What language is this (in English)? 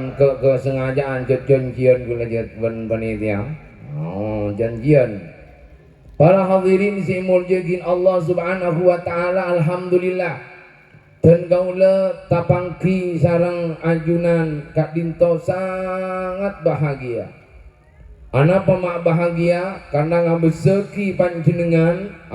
Madurese